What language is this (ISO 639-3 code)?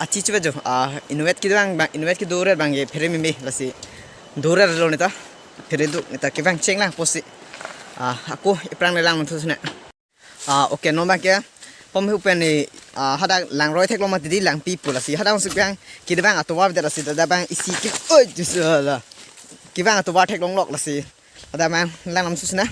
mjw